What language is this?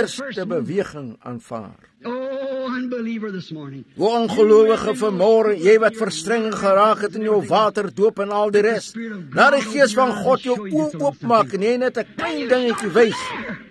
Afrikaans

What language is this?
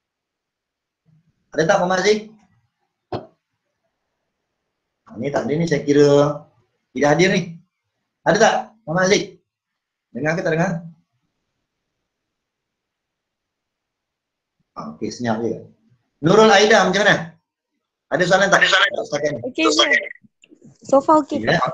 Malay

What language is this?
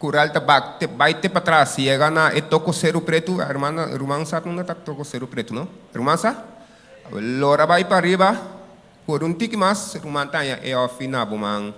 Papiamento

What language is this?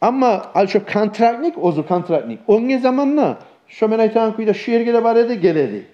Kumyk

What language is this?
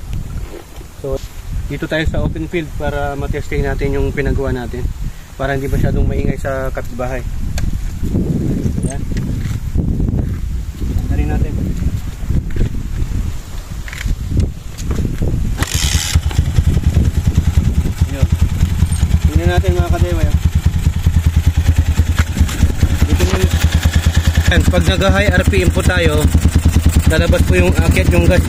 Filipino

